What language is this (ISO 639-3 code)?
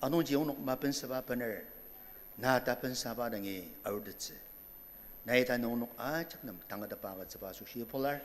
njo